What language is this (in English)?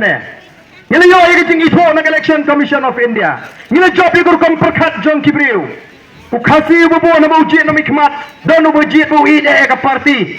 Khasi